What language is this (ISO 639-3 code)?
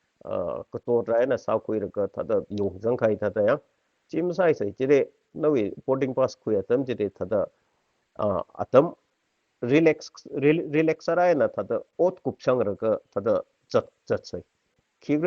nmf